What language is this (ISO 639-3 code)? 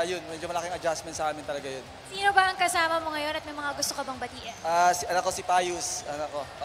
fil